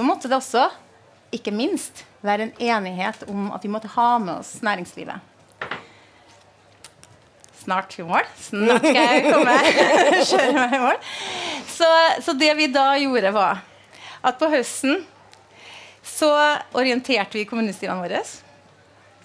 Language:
Norwegian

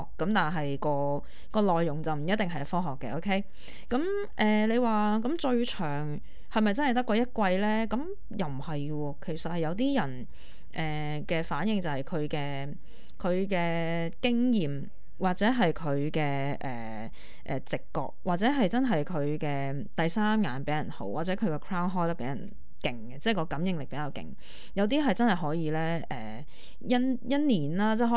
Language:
Cantonese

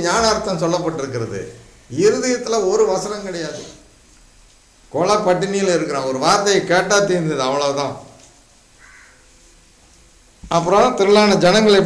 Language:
Tamil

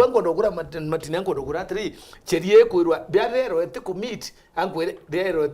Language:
Meru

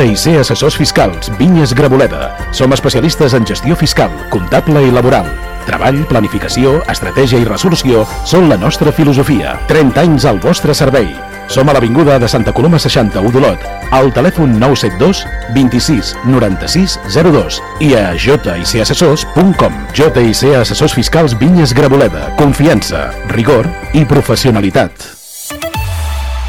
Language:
Catalan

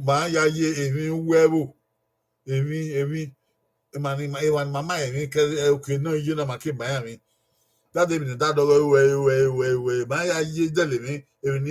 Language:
Bini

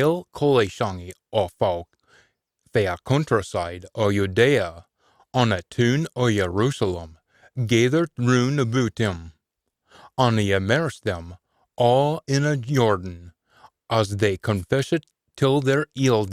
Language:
Scots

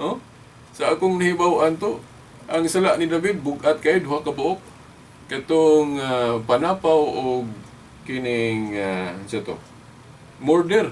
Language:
Cebuano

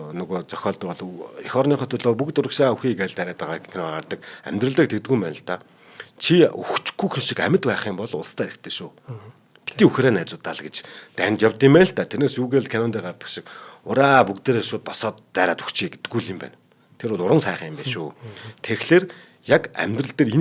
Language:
Mongolian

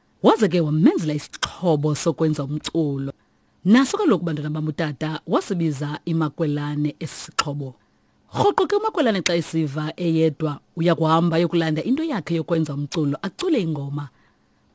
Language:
Xhosa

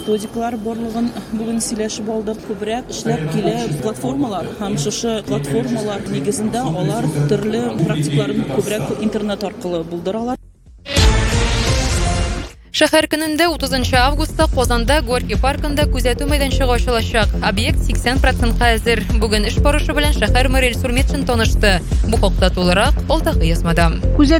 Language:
Tatar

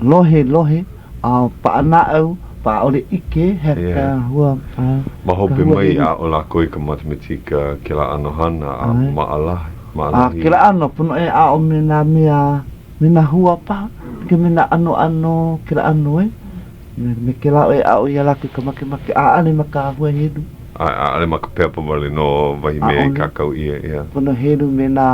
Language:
Hawaiian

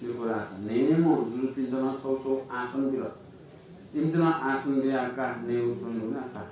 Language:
Newari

